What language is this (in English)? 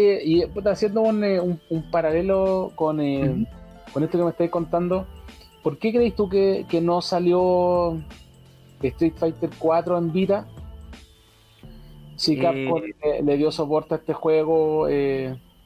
Spanish